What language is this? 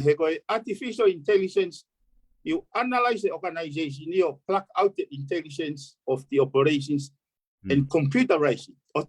Tongan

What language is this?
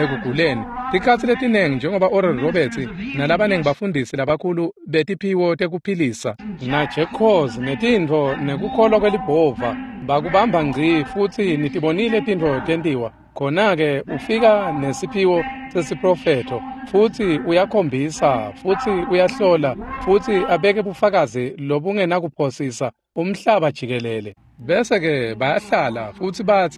Swati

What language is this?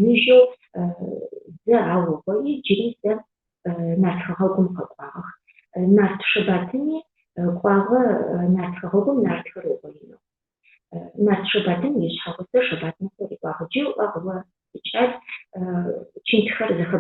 Adyghe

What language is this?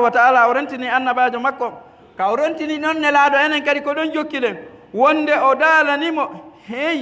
Pular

